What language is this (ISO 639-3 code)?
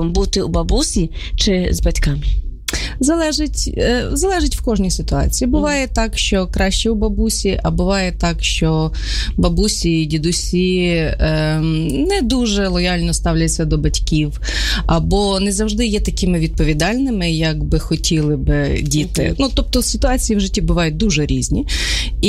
ukr